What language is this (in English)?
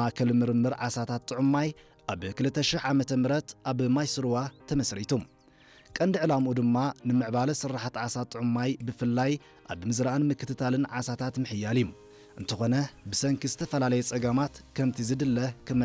Tigrinya